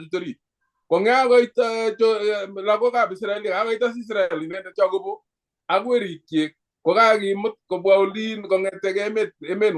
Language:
Kalenjin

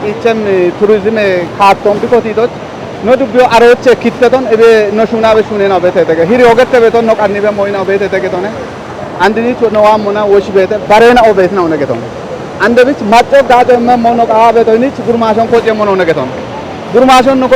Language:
Kafa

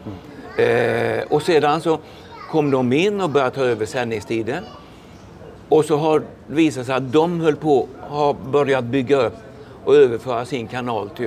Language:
Swedish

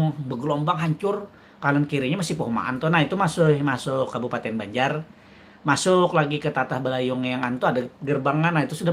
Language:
Banjar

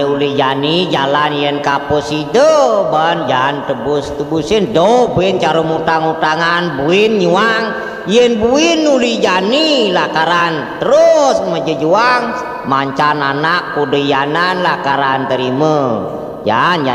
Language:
Balinese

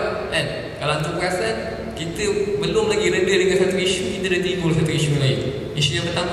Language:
Malay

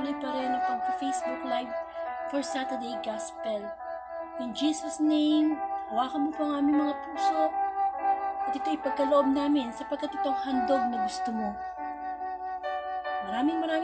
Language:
Filipino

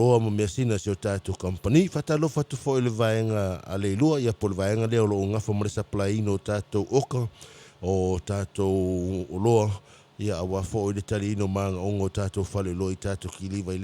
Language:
Samoan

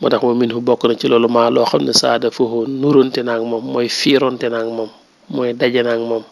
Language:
Wolof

